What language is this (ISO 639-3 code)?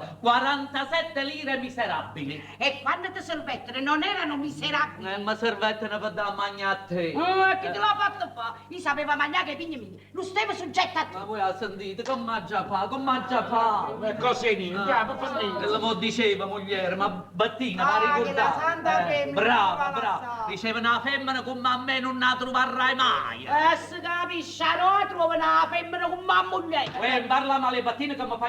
nap